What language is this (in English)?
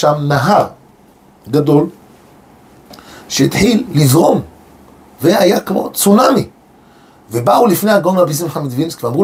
Hebrew